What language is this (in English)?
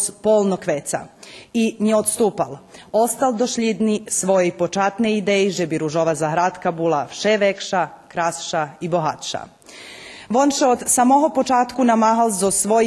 Rusyn